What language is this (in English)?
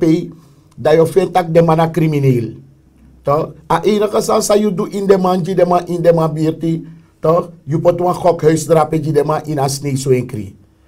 Sranan Tongo